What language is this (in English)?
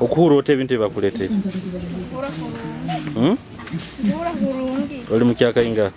Nyoro